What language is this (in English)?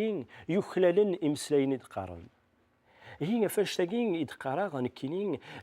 Kabyle